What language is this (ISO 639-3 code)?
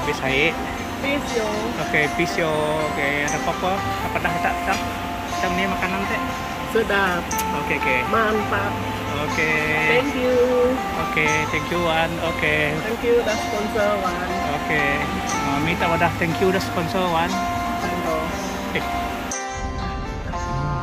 msa